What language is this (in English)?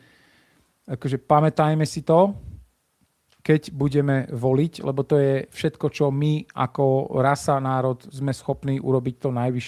Slovak